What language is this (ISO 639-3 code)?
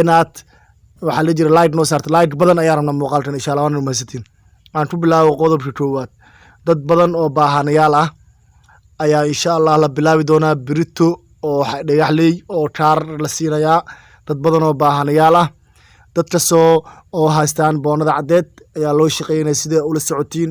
som